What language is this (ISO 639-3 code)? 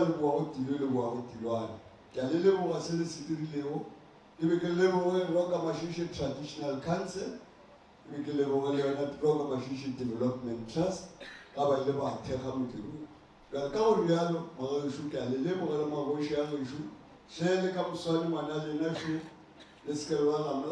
nso